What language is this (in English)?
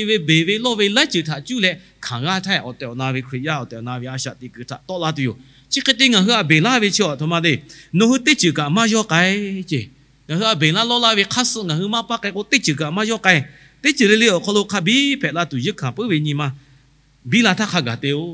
Lahu